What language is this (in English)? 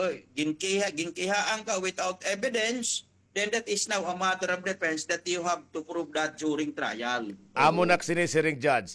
Waray